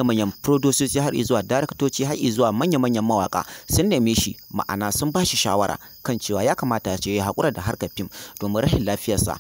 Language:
Hausa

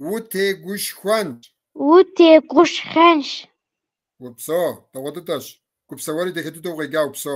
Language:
Kabardian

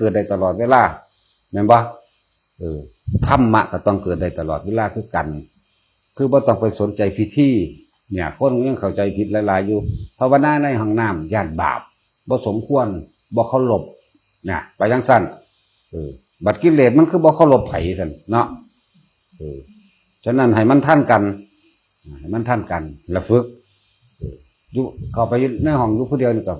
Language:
Northeastern Thai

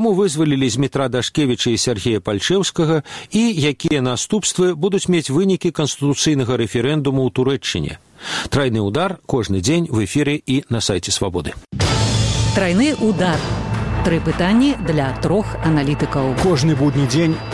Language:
Belarusian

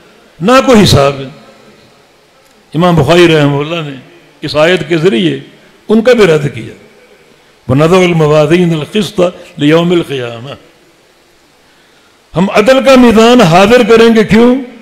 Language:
Urdu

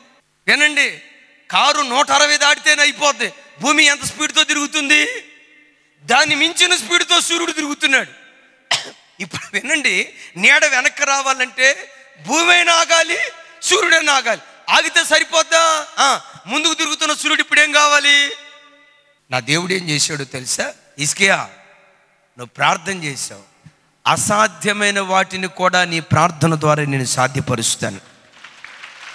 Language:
Telugu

